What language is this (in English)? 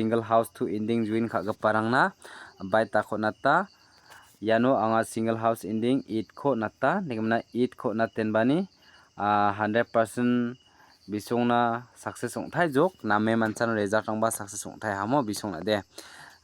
Garo